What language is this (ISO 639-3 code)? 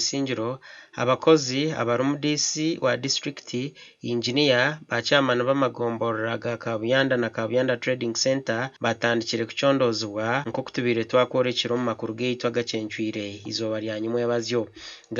nyn